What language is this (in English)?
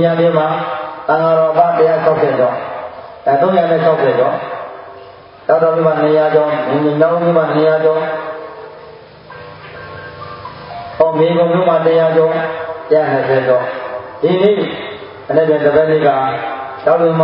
Burmese